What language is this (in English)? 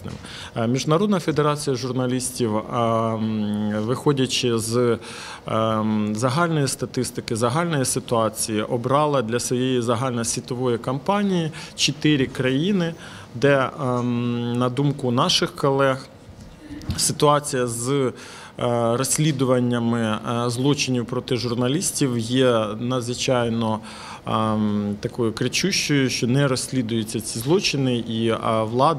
Ukrainian